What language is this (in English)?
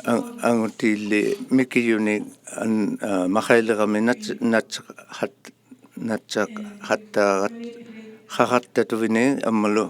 Inuktitut